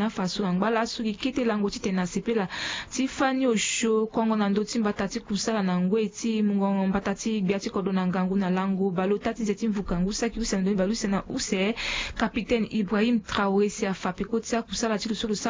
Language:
Sango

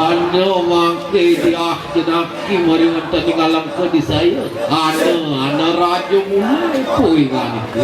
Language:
Balinese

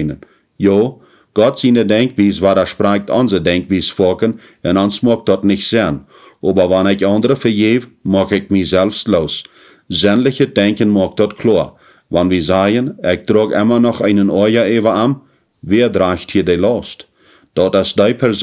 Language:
Plautdietsch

